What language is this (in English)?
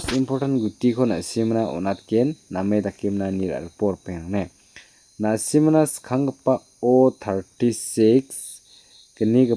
Garo